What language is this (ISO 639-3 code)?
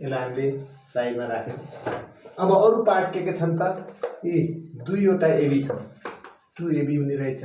nep